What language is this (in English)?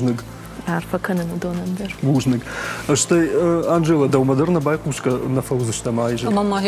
Ossetic